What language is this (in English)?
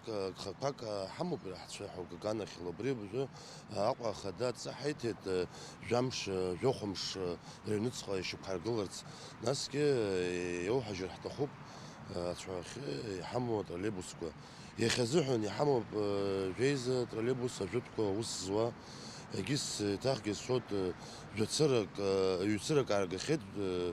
Abkhazian